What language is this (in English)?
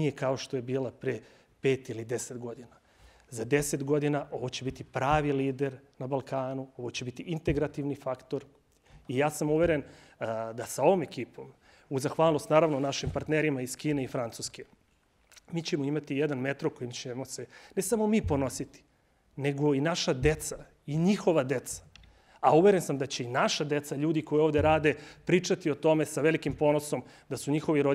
Serbian